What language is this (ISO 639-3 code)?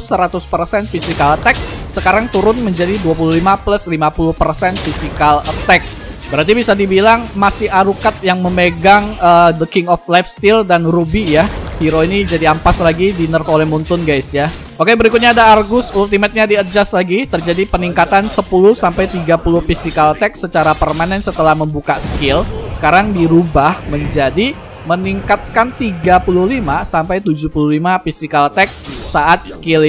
ind